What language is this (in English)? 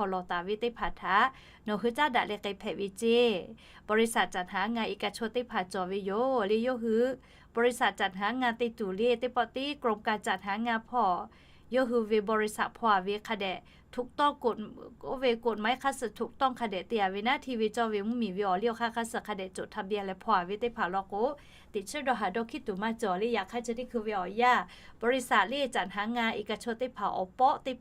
Lahu